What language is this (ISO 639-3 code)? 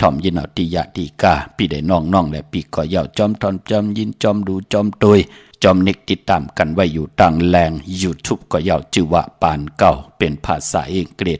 shn